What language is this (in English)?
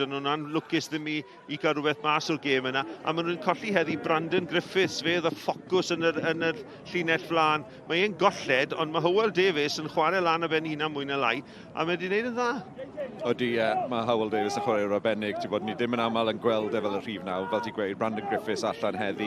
Welsh